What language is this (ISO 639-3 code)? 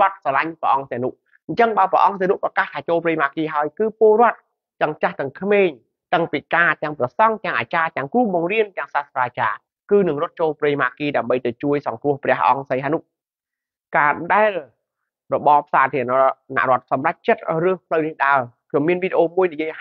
khm